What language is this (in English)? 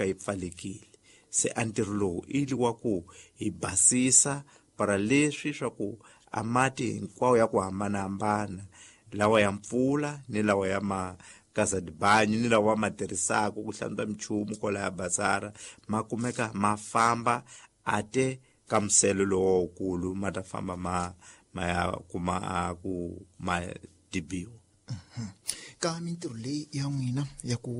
Tsonga